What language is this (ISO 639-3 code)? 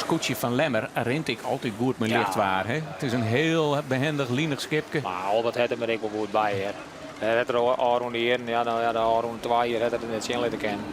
fry